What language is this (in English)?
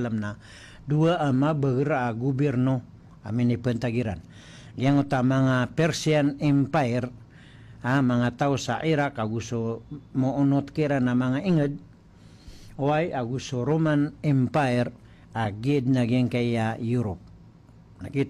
Maranao